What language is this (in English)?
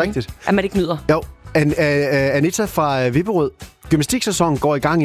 Danish